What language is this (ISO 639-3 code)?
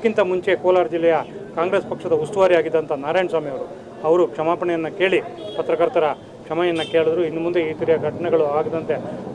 kan